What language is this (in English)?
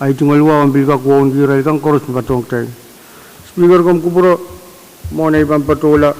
Pohnpeian